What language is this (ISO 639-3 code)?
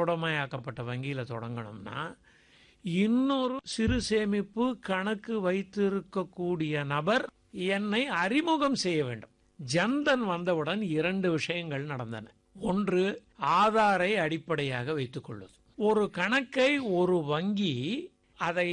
tam